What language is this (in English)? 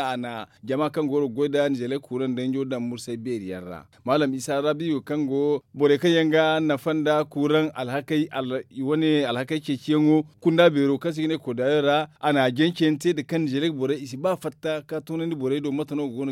Zarma